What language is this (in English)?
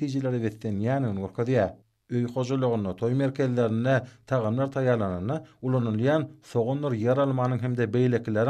Turkmen